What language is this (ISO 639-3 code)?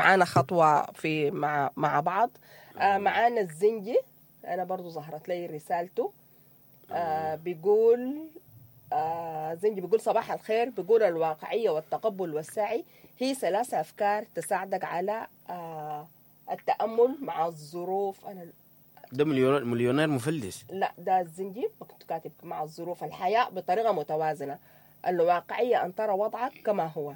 apd